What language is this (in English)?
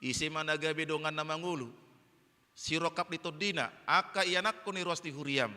Batak Toba